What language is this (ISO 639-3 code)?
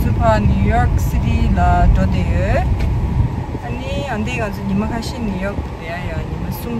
bod